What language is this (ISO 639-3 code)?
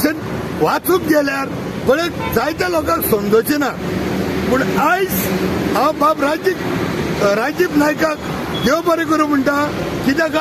kok